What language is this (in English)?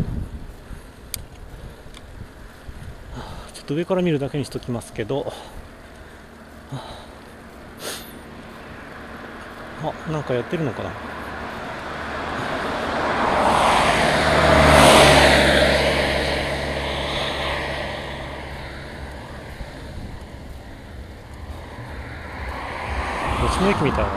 Japanese